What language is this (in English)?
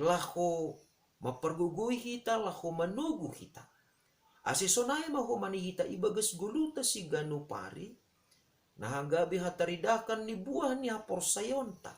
Batak Simalungun